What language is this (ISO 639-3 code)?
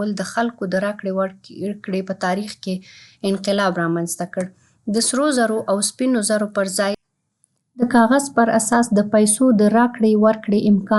pus